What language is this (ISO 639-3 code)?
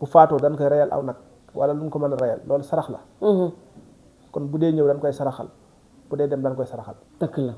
wol